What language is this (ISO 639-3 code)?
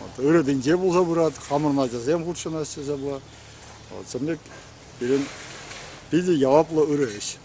chv